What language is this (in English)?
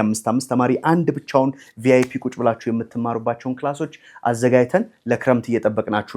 Amharic